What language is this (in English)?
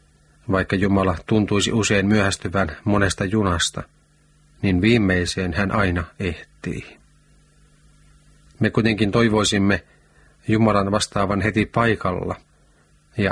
Finnish